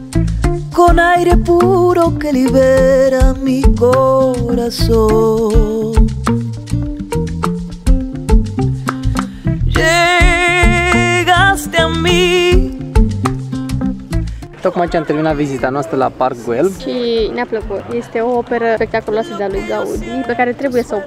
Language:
Romanian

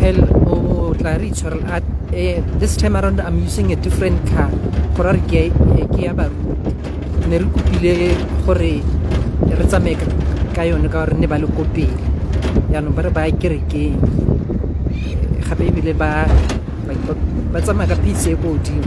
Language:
Tswana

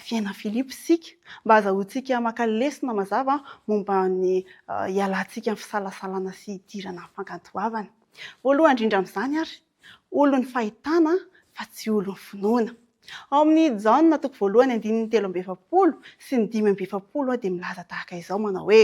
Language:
Malagasy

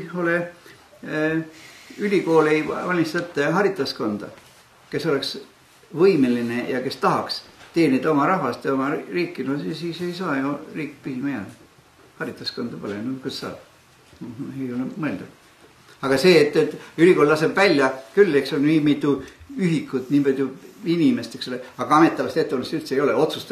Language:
Estonian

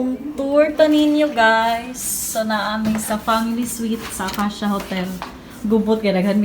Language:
Cebuano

